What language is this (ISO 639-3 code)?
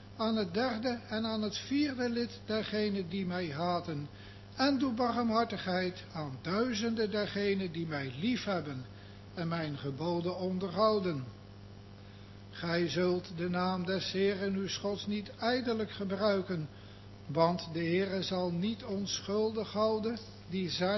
nld